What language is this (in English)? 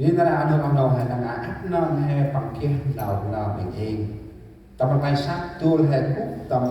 Central Mnong